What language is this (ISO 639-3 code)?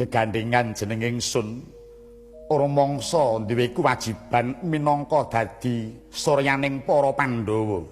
jav